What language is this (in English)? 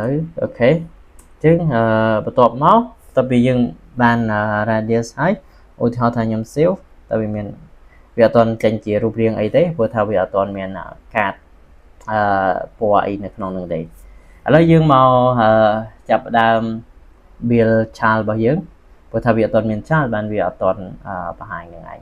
Khmer